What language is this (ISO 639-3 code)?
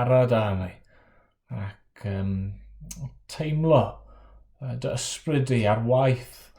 cym